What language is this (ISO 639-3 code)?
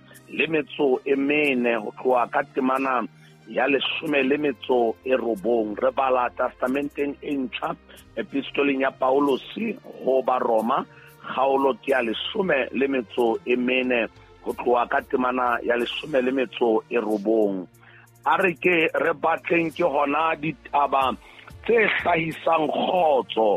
sot